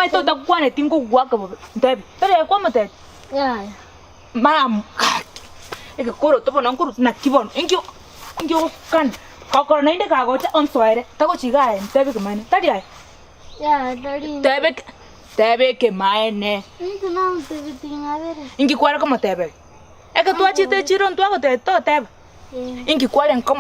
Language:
Gusii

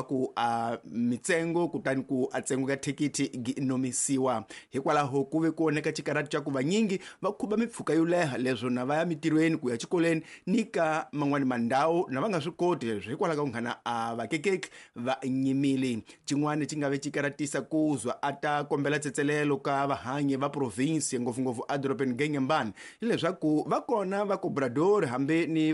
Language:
Tsonga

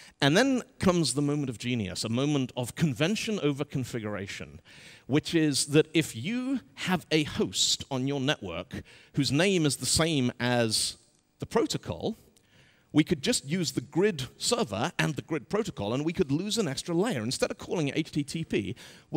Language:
English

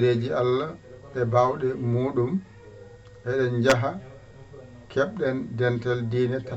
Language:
Fula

